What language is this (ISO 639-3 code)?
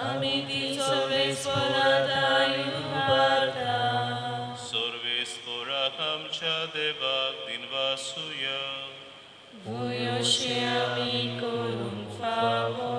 kok